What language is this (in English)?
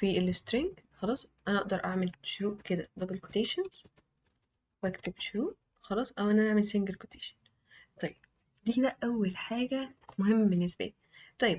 Egyptian Arabic